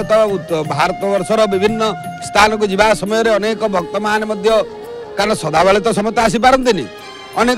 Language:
Odia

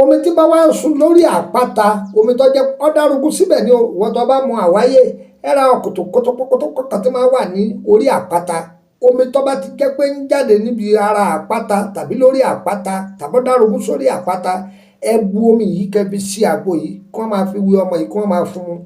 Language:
Yoruba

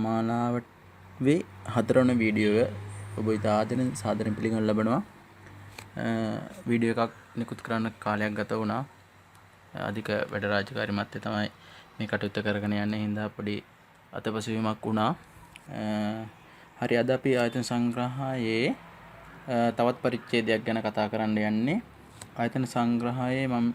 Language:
Sinhala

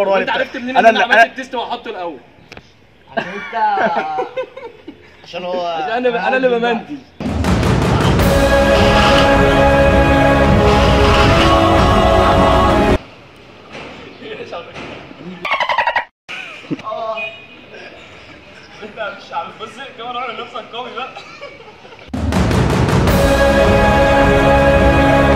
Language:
Egyptian Arabic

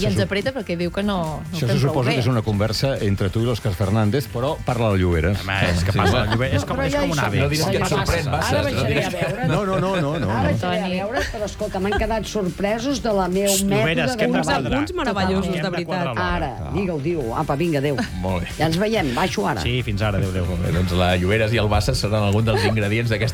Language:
Catalan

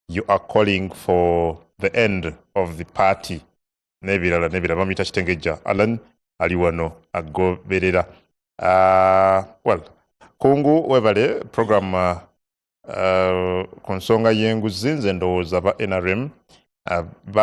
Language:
Ganda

